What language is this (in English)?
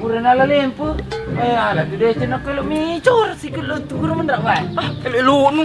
Buginese